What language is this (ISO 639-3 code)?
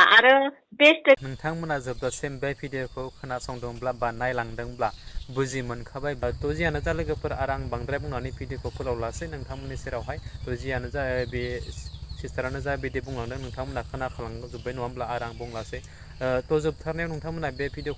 brx